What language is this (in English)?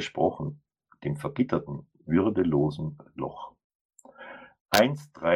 German